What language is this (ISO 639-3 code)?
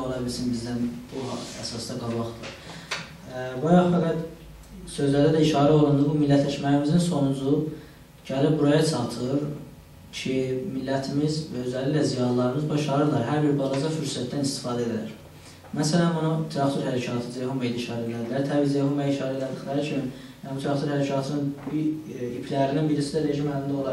azb